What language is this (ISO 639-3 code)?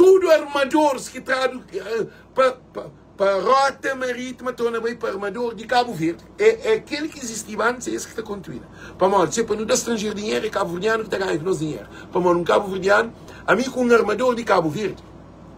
kea